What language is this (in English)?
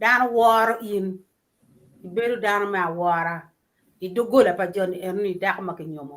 Acoli